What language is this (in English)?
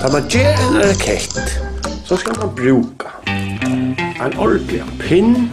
Faroese